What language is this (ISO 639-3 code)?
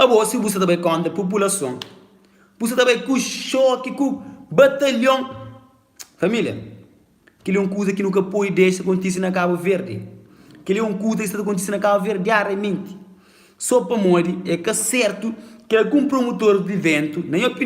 kea